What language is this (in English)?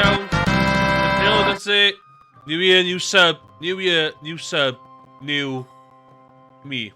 Welsh